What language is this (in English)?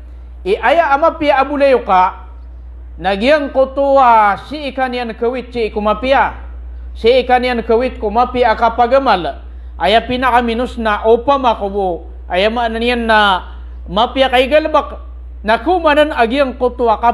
Maranao